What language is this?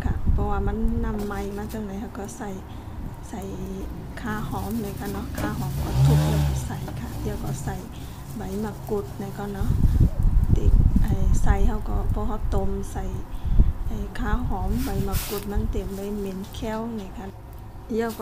Shan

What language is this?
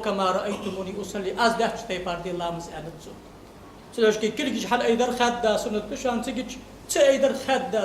Ingush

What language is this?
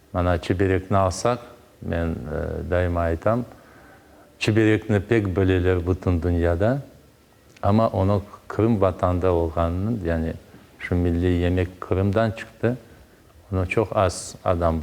Crimean Tatar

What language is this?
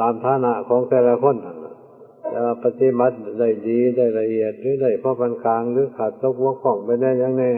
Northeastern Thai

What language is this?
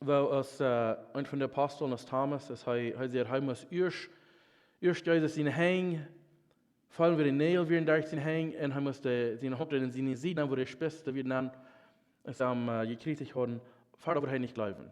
Plautdietsch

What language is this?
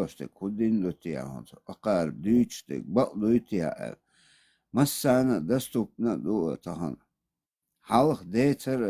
Chechen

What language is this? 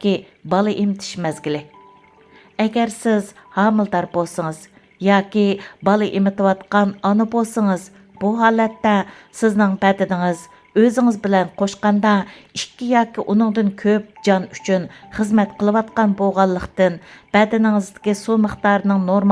Uyghur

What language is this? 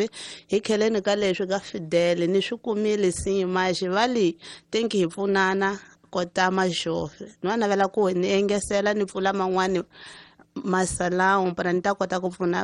Tsonga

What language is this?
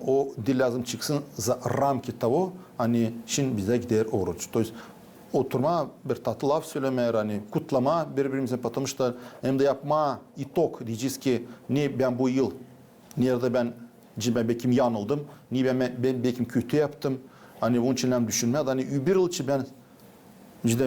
Gagauz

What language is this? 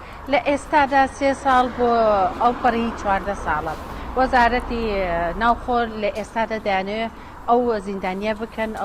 Central Kurdish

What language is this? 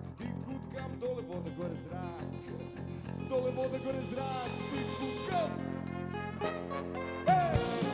Croatian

